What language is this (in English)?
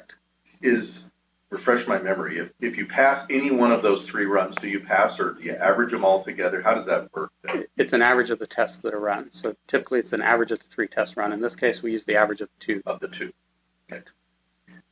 English